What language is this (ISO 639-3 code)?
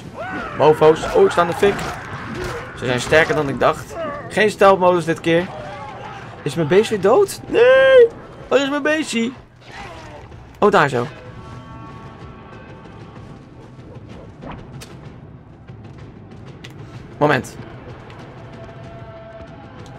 nld